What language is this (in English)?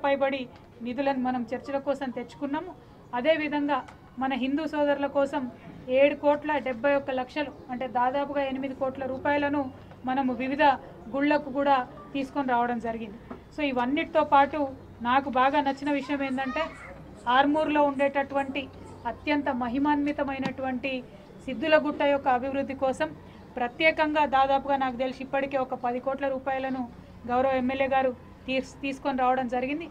Telugu